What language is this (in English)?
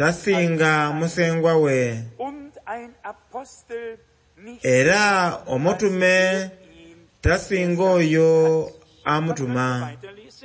Soga